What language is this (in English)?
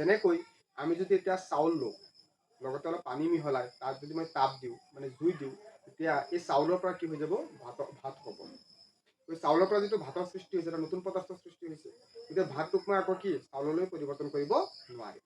Assamese